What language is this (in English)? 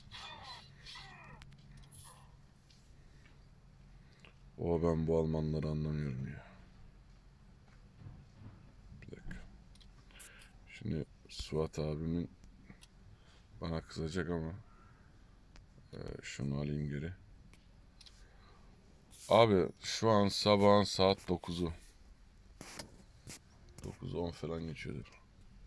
Turkish